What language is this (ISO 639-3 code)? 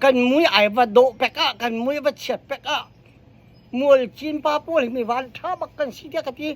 cnh